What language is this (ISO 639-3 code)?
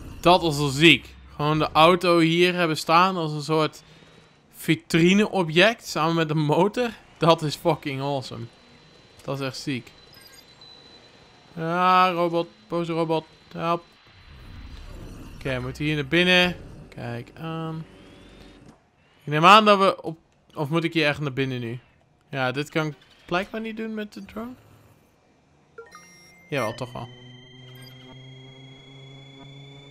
nld